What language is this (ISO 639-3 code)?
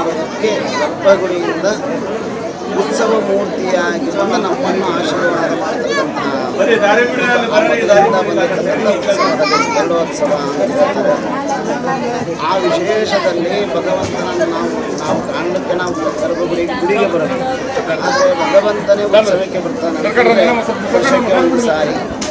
kan